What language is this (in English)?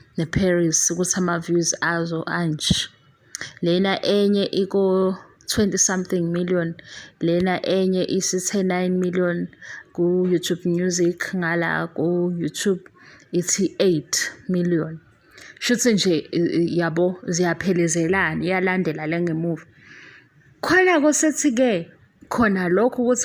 Zulu